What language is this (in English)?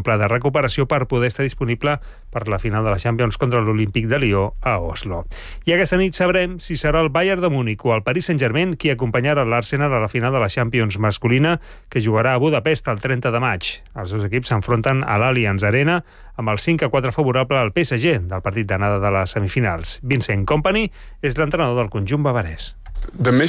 Catalan